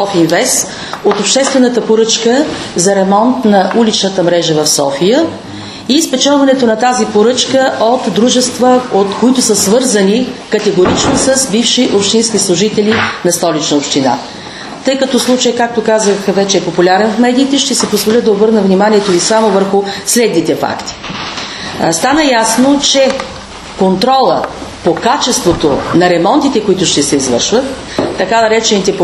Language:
Bulgarian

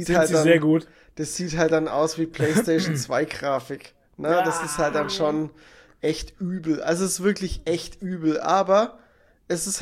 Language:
German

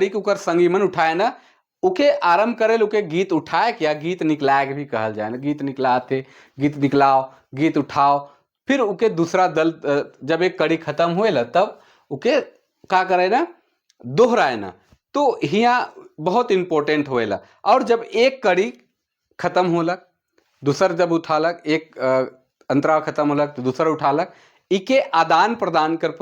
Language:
Sadri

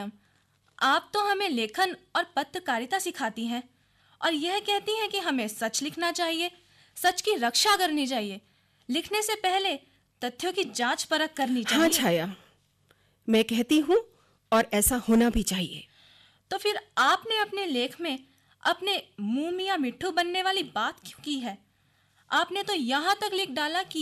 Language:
Hindi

